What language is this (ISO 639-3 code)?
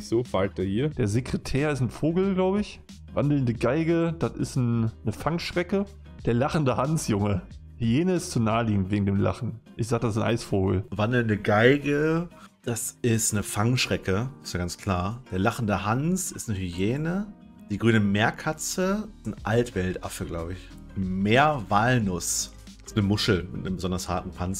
deu